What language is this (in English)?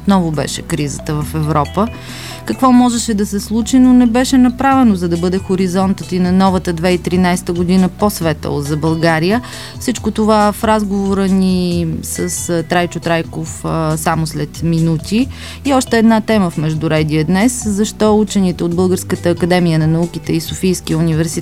Bulgarian